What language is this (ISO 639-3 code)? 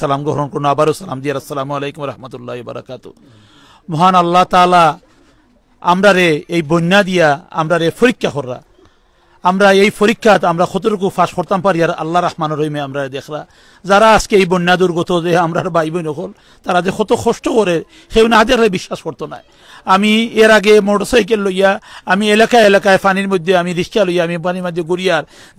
syl